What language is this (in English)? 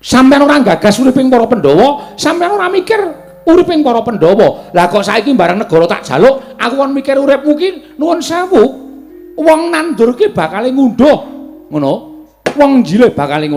Javanese